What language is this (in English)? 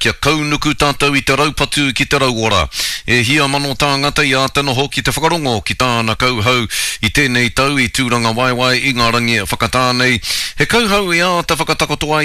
Māori